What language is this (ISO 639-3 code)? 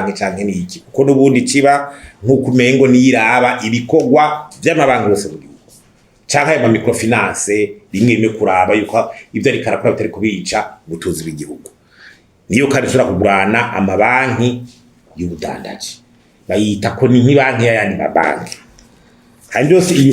run